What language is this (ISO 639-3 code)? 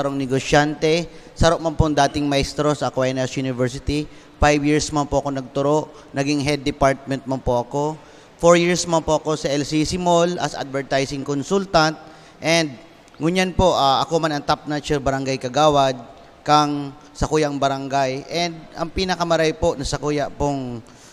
bik